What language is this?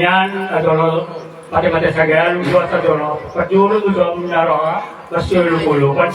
Batak Toba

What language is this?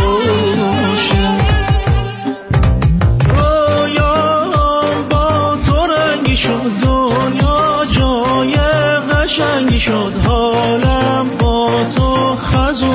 Persian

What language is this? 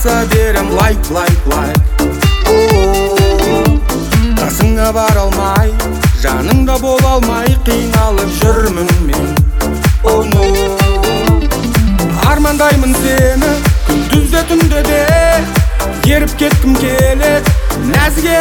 Kazakh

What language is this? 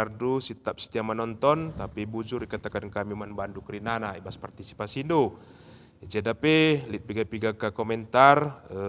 Batak Karo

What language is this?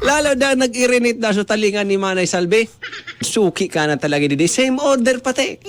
Bikol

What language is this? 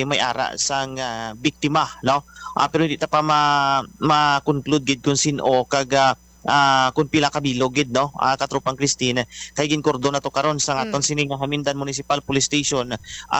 Hiligaynon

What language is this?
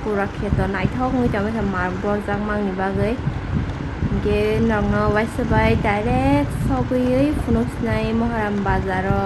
Kok Borok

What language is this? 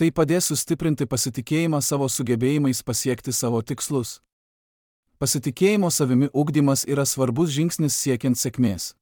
Lithuanian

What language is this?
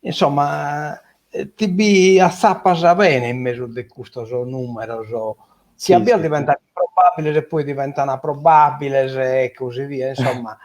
Sardinian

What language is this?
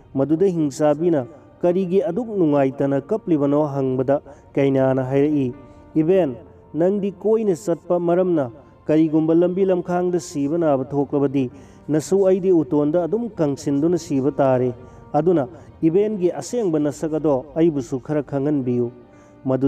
Manipuri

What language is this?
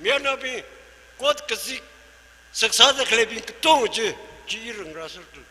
Tangkhul Naga (India)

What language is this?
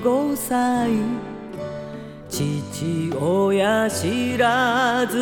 Japanese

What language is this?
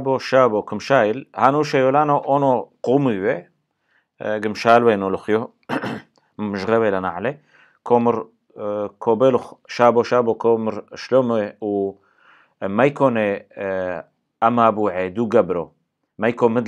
Turoyo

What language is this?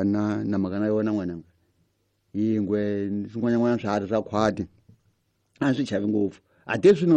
Tsonga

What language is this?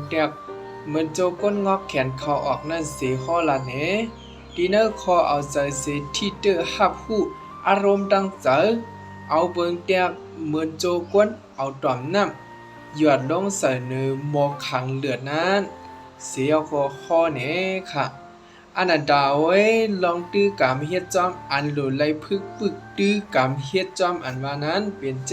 Shan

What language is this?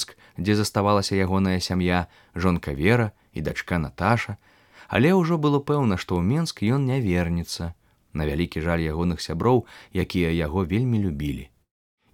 Belarusian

